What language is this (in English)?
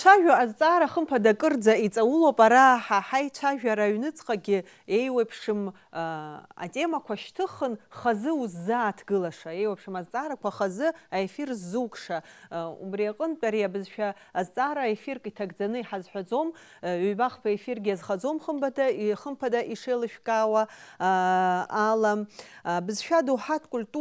Abkhazian